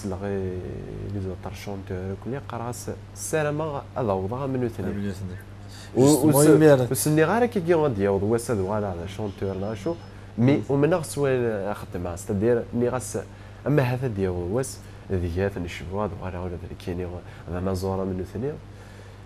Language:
Kabyle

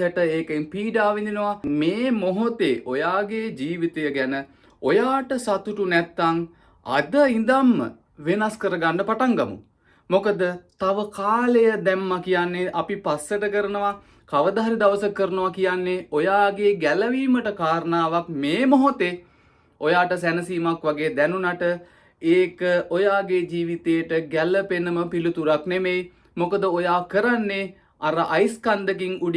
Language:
Sinhala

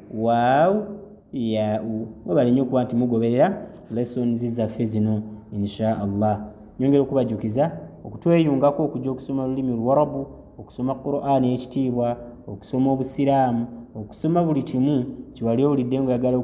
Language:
Ganda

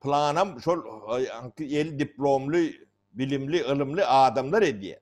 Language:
Turkmen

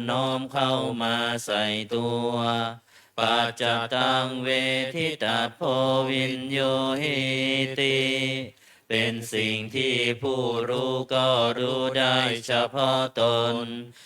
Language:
Pali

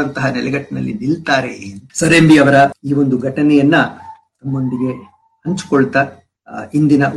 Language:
Kannada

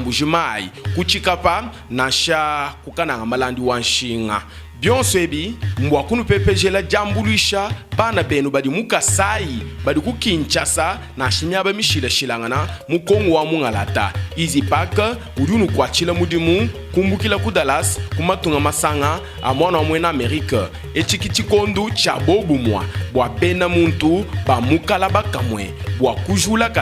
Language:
Luba-Lulua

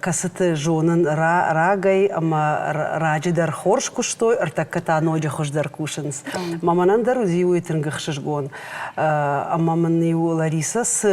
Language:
Ossetic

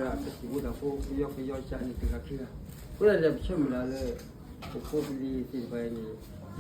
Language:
S'gaw Karen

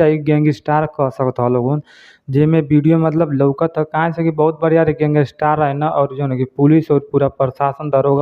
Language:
Bhojpuri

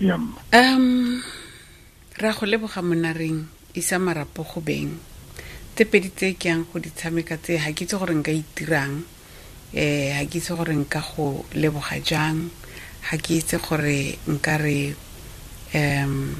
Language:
Tswana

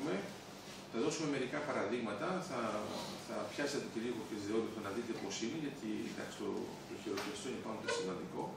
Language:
Greek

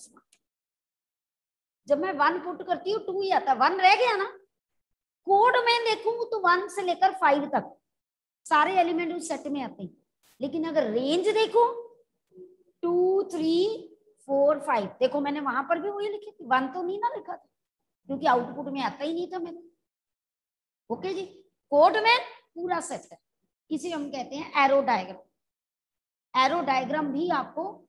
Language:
Hindi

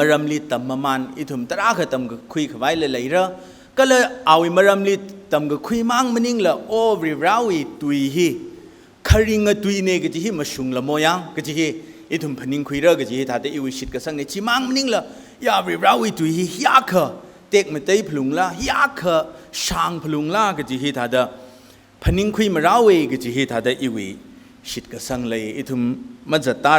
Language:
Tangkhul Naga (India)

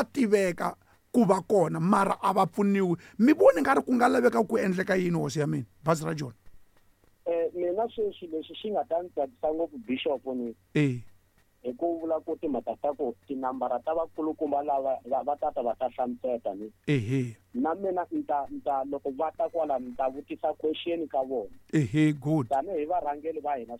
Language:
Tsonga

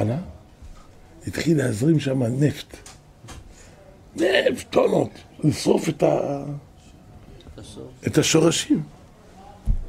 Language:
Hebrew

